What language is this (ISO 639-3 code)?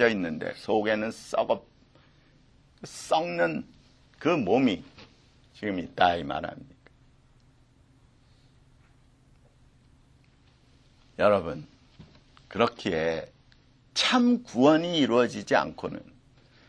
kor